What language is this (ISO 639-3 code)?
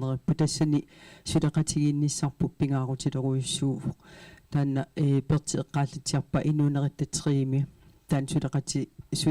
kal